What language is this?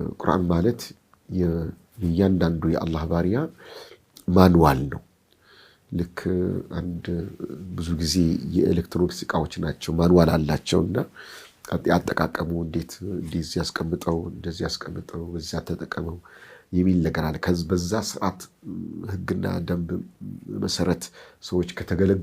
Amharic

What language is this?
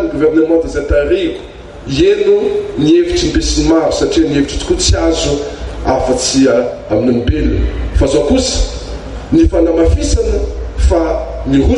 Malagasy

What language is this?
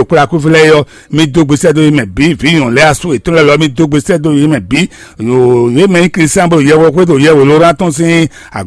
Fon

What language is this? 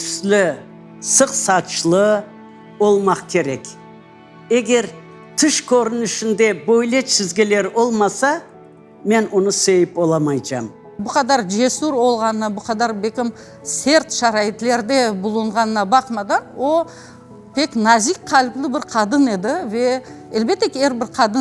Crimean Tatar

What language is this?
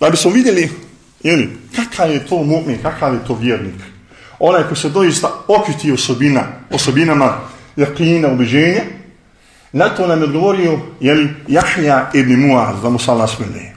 Bosnian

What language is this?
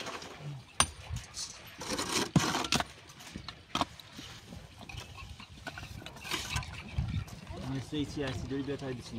Persian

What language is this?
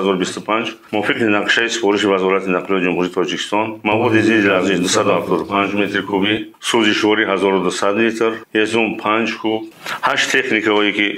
Tajik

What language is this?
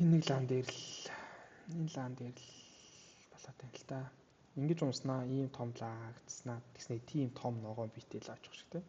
Mongolian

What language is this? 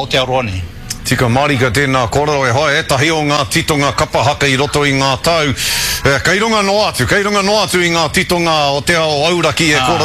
Māori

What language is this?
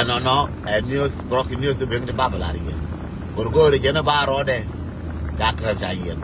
Nuer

